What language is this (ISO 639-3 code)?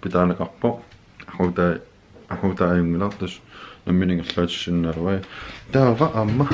kal